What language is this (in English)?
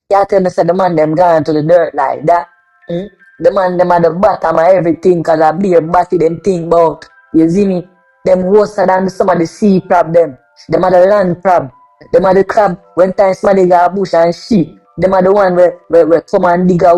Jamaican Creole English